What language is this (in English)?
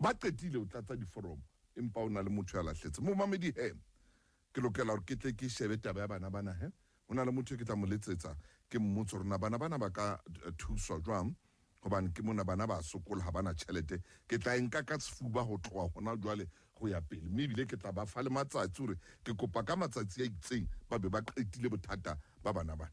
Southern Sotho